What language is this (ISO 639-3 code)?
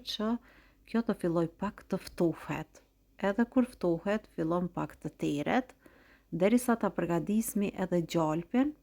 sqi